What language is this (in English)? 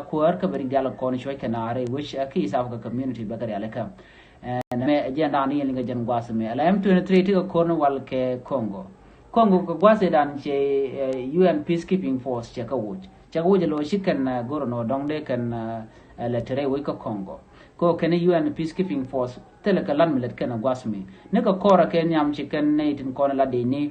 Nuer